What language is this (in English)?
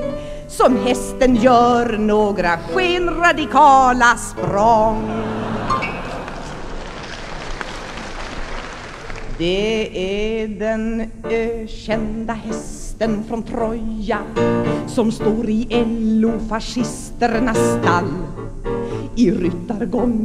Swedish